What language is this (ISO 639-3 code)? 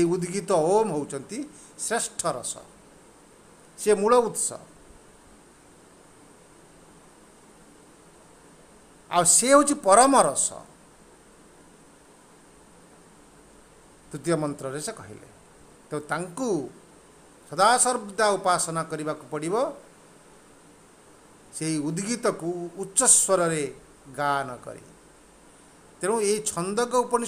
ori